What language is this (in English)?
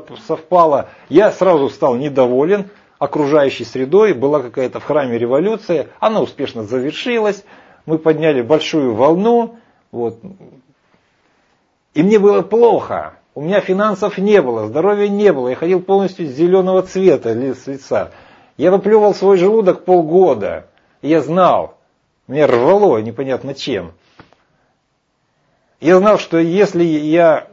Russian